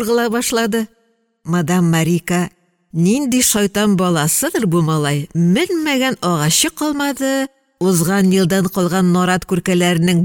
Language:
Tatar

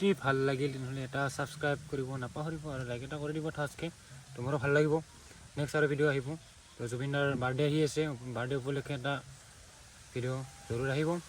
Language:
Assamese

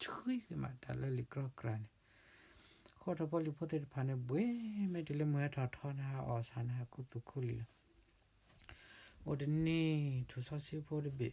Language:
S'gaw Karen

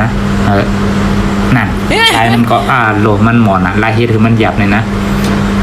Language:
Shan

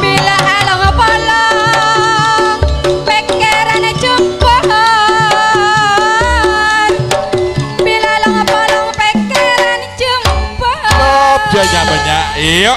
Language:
Madurese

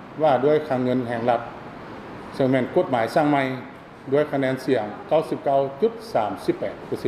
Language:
Lao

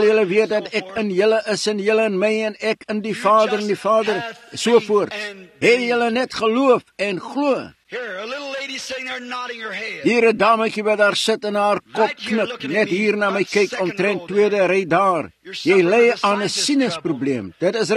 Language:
Afrikaans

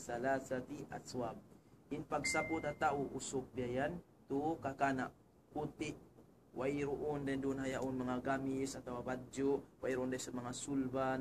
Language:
Tausug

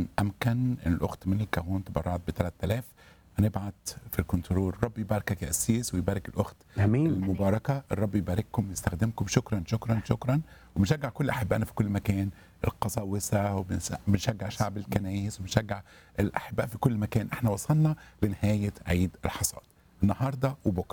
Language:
Egyptian Arabic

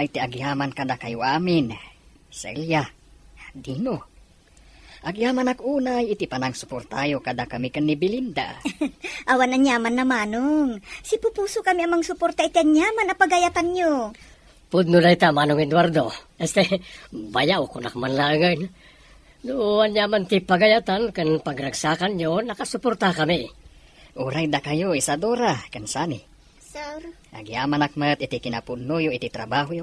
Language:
Iloko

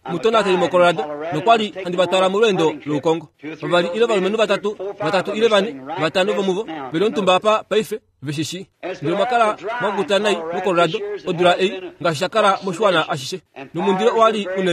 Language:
Kuanyama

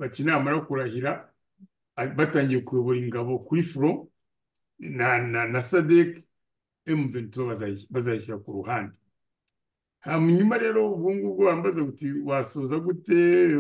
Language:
Kinyarwanda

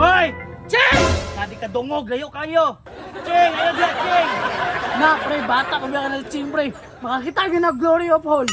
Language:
Cebuano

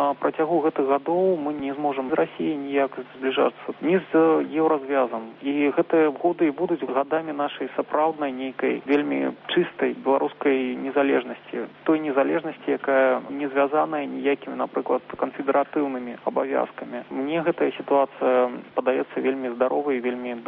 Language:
Belarusian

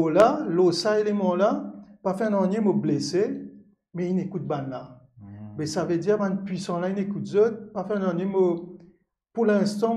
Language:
Morisyen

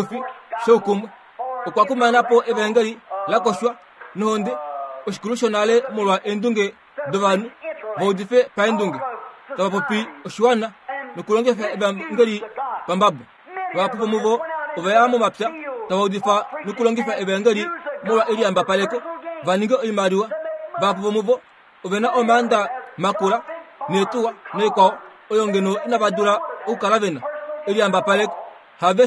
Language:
Kuanyama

